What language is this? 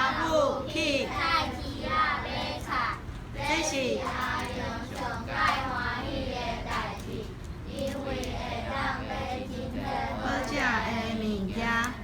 Min Nan Chinese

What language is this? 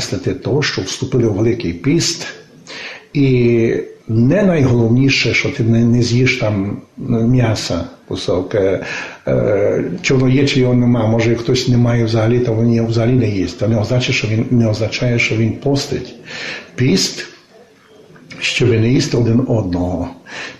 Ukrainian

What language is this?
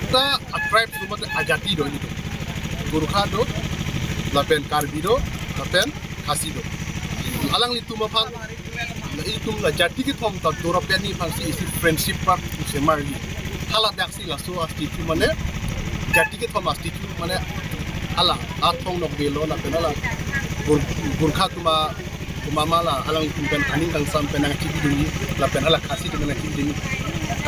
Karbi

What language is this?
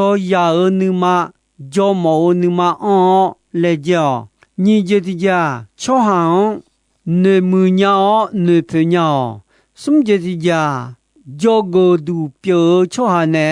Akha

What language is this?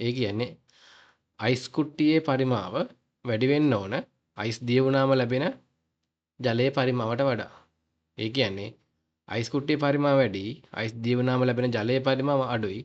Sinhala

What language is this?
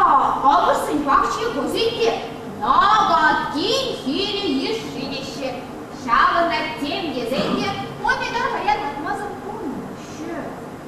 Chuvash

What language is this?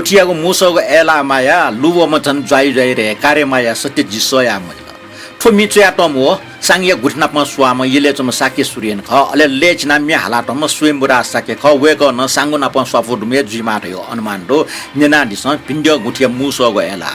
Newari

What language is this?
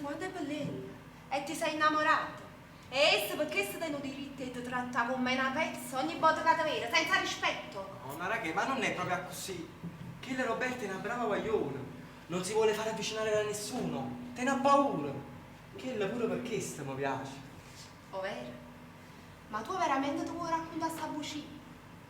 Neapolitan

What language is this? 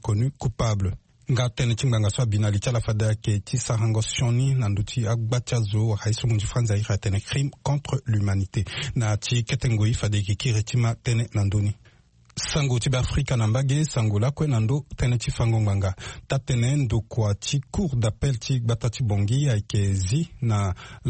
Sango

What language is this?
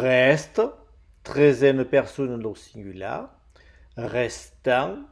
Occitan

